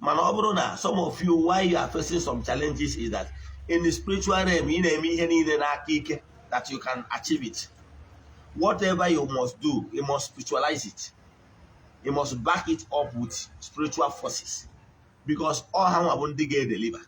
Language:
Igbo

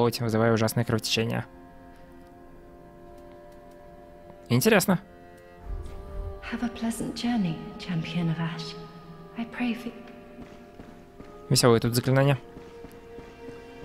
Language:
Russian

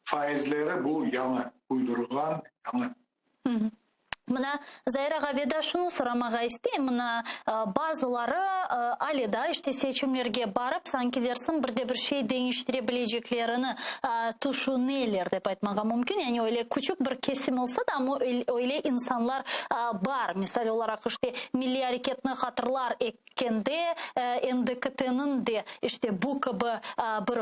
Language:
Crimean Tatar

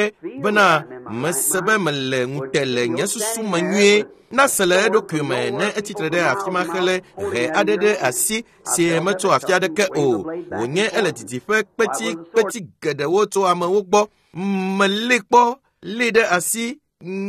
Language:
Ewe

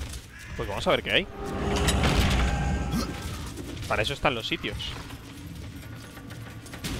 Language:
Spanish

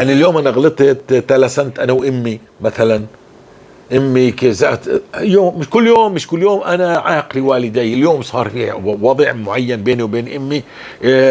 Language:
North Levantine Arabic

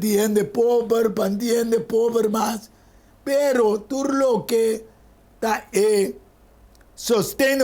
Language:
Papiamento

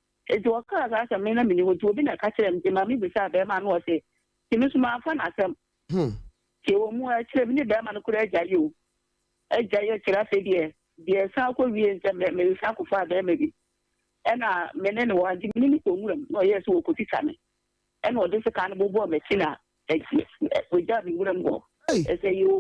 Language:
Akan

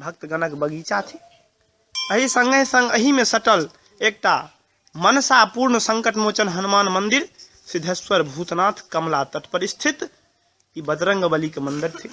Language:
Maithili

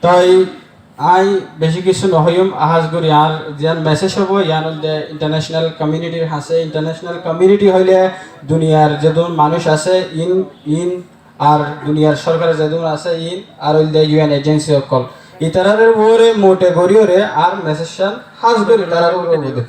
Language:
Rohingya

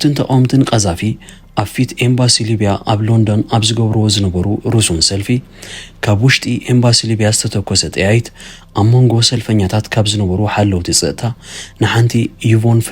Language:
Tigrinya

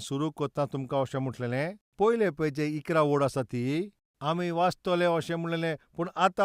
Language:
Konkani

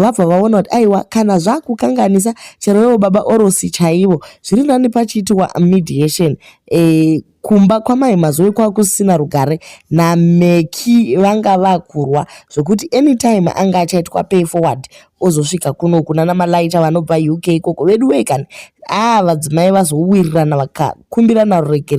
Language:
Shona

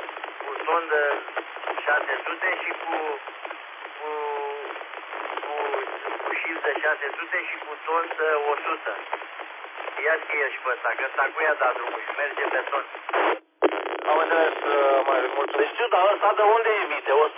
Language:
Romanian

